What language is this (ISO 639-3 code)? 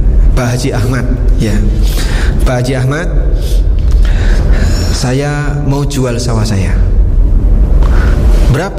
ind